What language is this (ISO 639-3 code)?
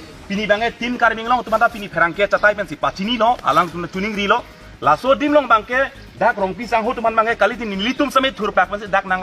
mjw